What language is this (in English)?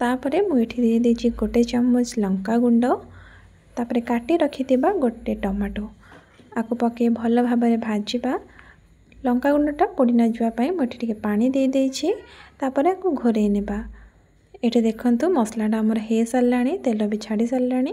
Odia